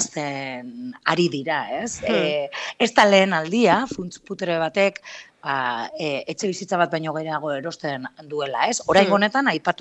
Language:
Basque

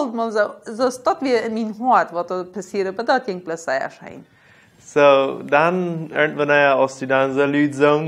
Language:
Plautdietsch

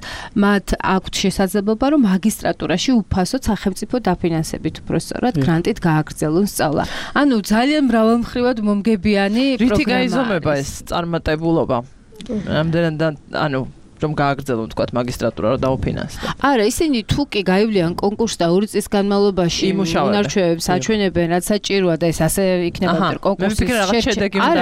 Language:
Georgian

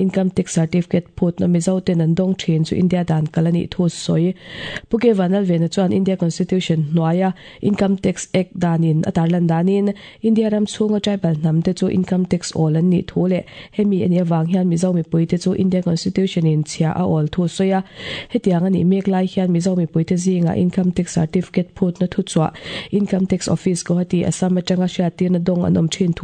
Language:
Mizo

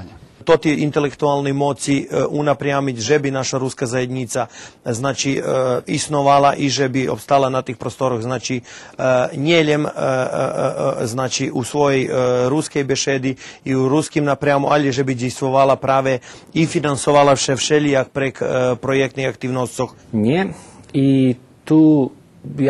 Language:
Rusyn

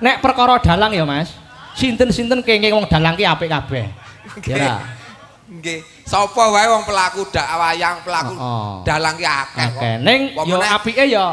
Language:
Javanese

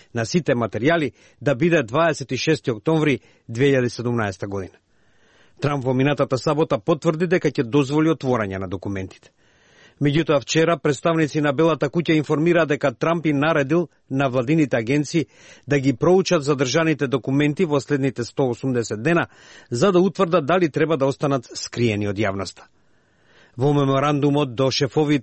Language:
Macedonian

